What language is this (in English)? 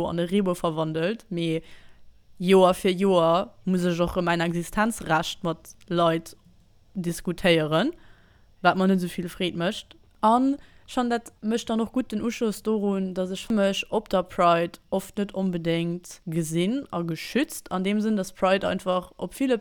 Luxembourgish